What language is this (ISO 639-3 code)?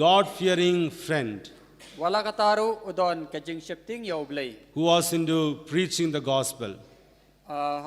kha